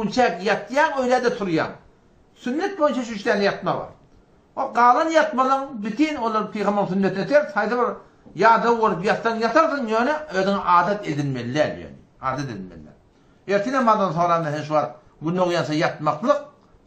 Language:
Turkmen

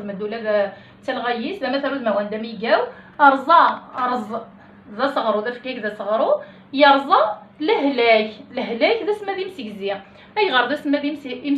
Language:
Kabyle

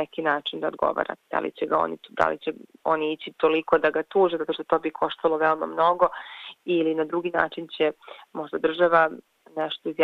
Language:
Serbian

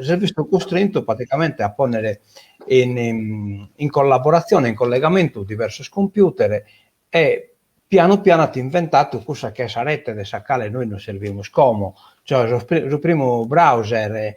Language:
Sardinian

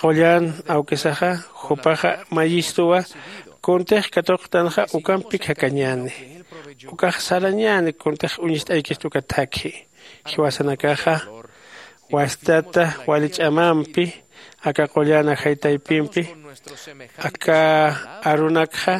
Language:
Aymara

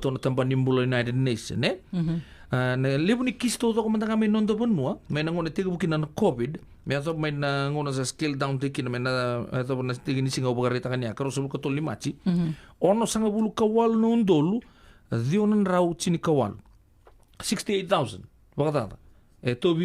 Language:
Fijian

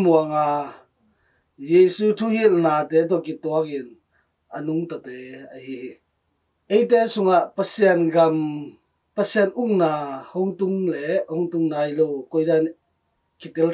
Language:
Tedim Chin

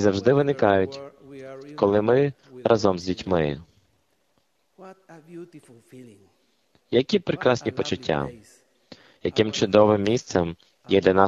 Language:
Ukrainian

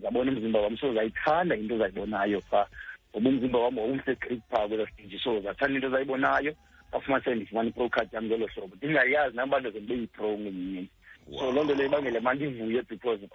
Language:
Xhosa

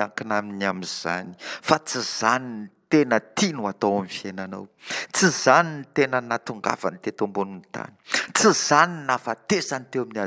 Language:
Malagasy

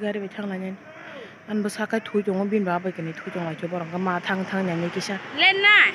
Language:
Kok Borok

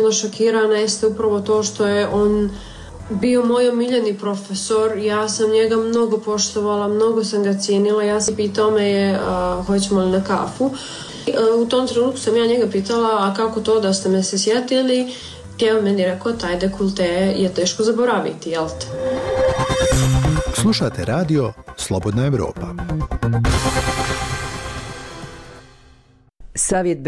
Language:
Bosnian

